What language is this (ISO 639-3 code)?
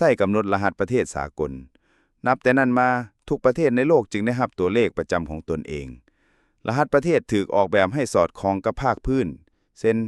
lao